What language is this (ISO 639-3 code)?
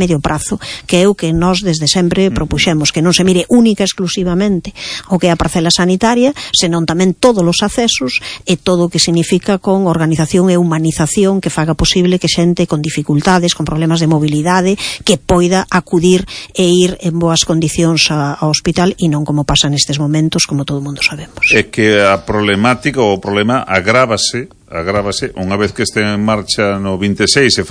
glg